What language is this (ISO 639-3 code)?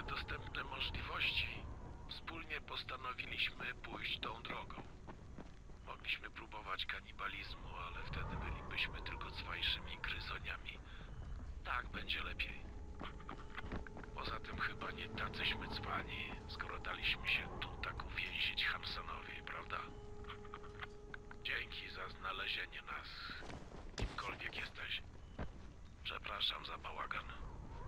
pol